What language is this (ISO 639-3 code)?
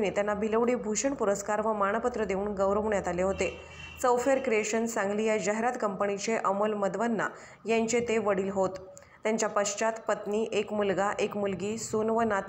mar